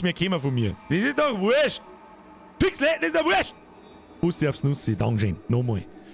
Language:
Bavarian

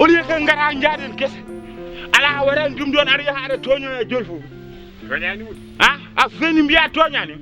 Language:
Fula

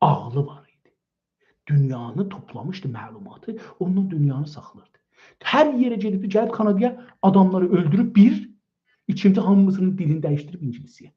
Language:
South Azerbaijani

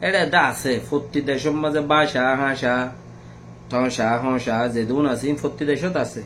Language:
Rohingya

